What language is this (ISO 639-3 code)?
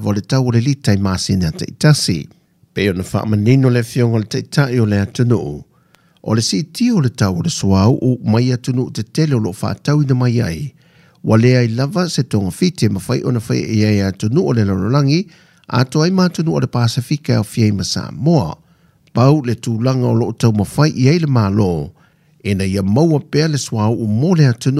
smo